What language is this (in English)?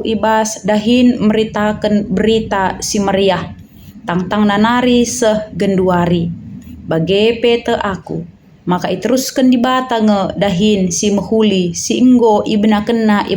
Batak Karo